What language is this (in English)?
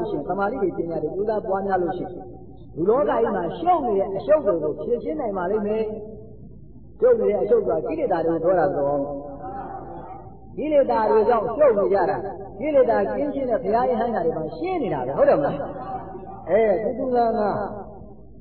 Burmese